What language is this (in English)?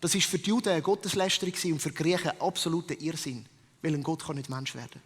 Swiss German